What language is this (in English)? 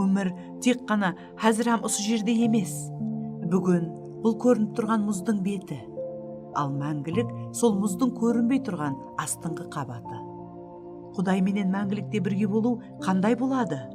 Kara-Kalpak